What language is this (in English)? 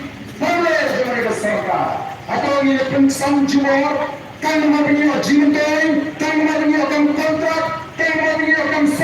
Khasi